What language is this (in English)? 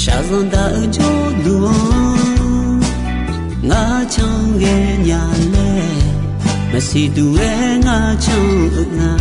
Akha